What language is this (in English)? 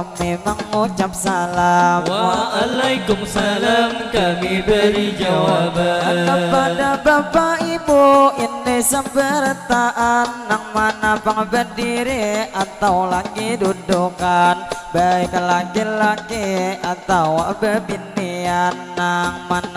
Banjar